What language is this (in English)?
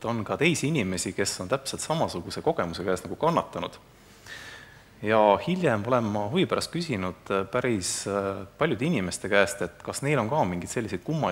Estonian